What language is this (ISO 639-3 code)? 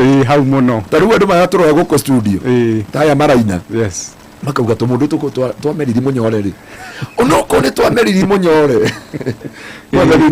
kik